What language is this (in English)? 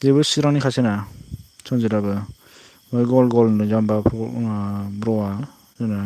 Bodo